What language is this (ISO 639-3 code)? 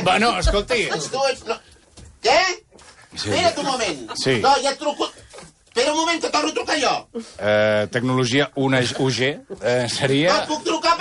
cat